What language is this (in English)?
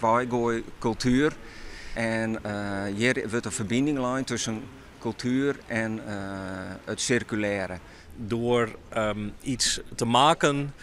Western Frisian